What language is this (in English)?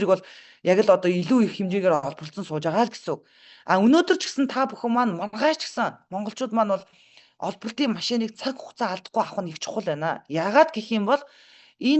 Mongolian